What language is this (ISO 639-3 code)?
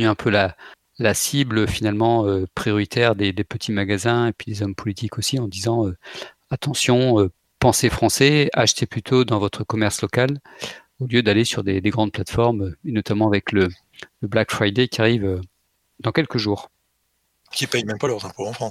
fra